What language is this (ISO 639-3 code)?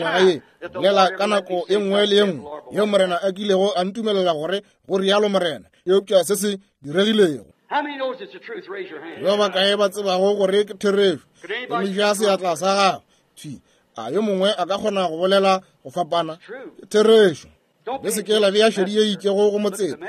nso